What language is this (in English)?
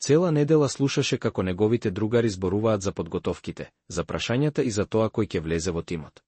Macedonian